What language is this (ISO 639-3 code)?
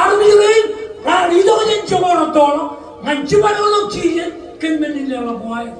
mah